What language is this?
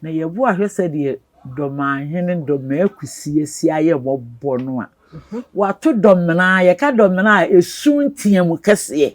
Akan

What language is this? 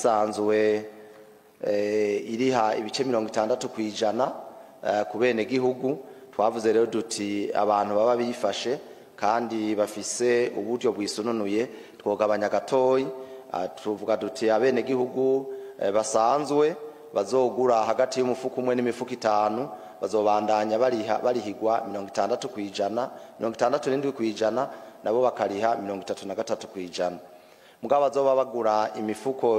Rundi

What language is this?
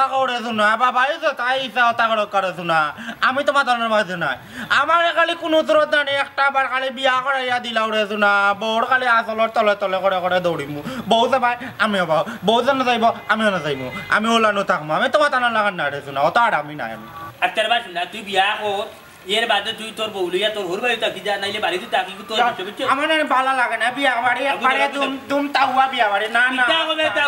Sylheti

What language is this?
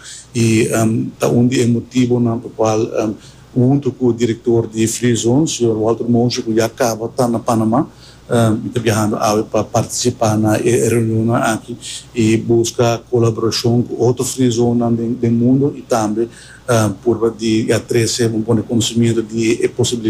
Papiamento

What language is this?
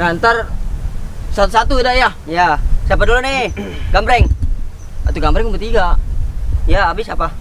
Betawi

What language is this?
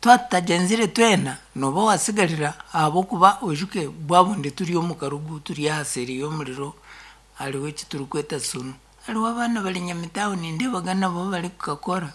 Nyankole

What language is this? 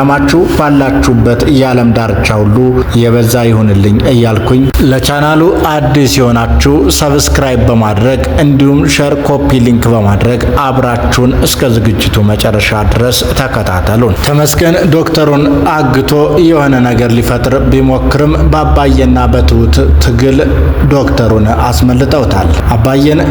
Amharic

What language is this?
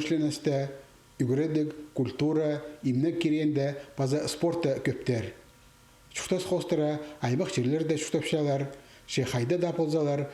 Khakas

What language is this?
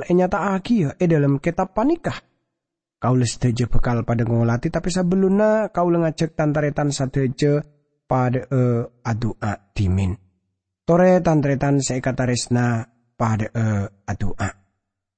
Madurese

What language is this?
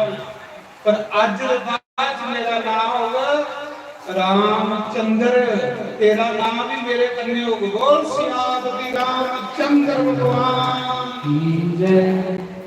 Dogri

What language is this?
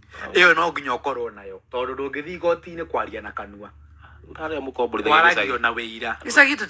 Kikuyu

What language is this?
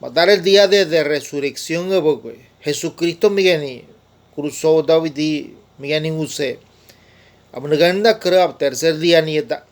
Ngäbere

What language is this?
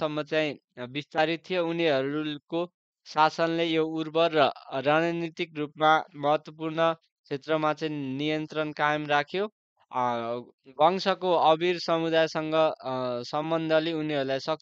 Nepali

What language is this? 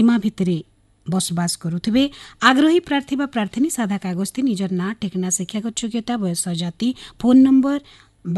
Odia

